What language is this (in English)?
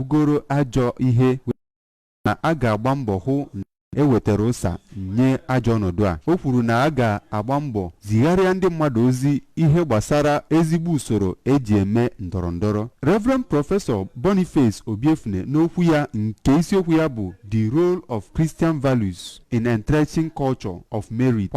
Igbo